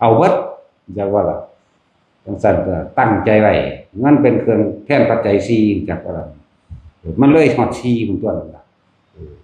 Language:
Northeastern Thai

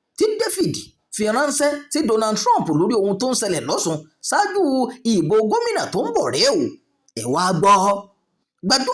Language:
Yoruba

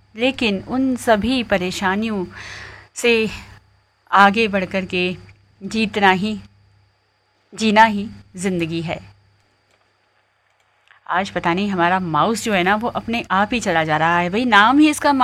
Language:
Hindi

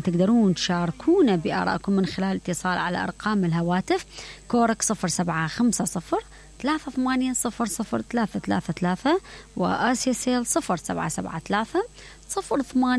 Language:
Mesopotamian Arabic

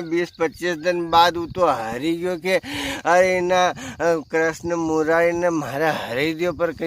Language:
Rajasthani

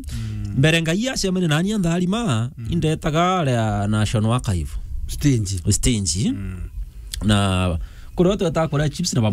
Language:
Meru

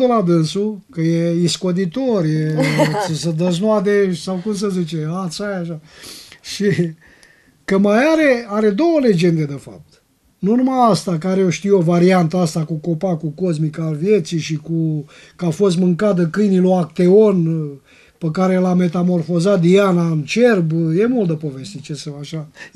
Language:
Romanian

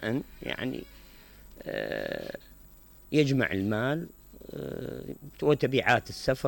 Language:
Mesopotamian Arabic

